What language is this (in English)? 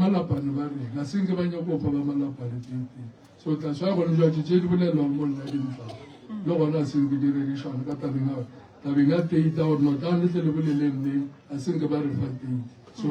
Northern Sotho